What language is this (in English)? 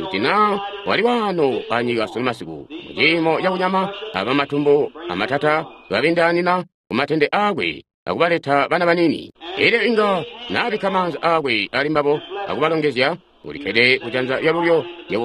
Tonga (Zambia)